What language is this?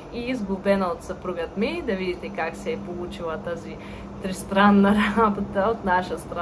Bulgarian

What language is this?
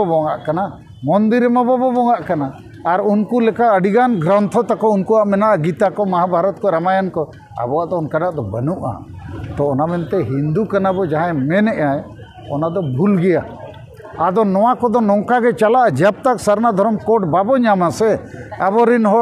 Santali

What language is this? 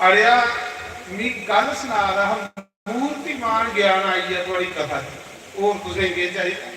Dogri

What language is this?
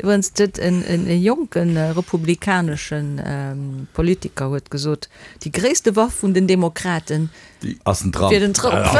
Luxembourgish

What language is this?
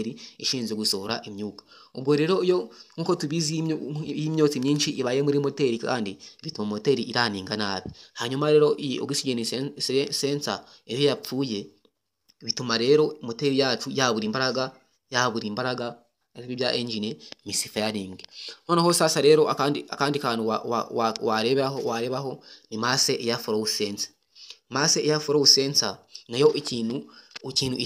Kinyarwanda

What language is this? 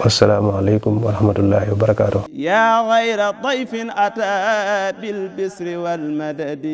Wolof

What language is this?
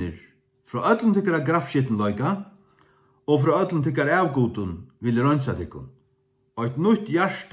Faroese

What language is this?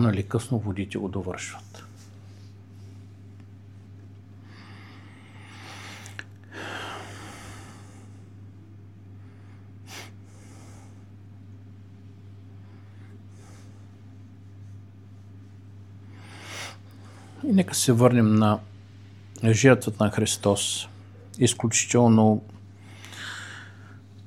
Bulgarian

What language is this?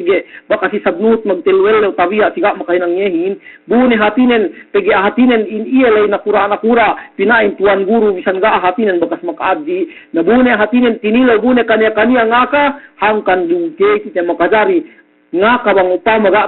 Yakan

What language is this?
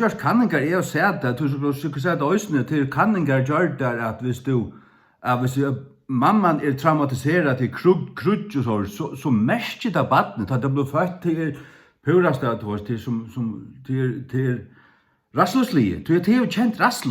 Faroese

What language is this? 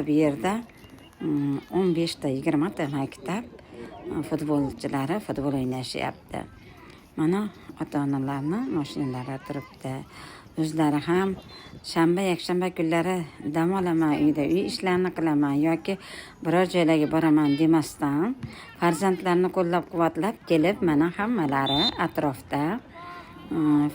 Uzbek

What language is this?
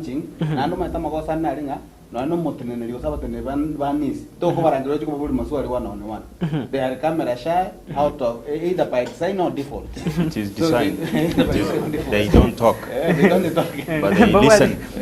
Gusii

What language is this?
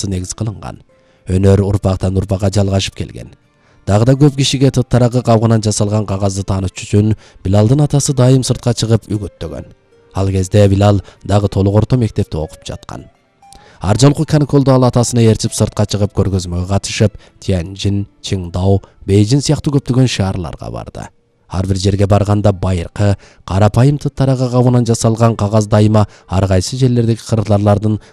Kyrgyz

